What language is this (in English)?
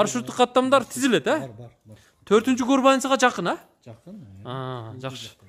Kyrgyz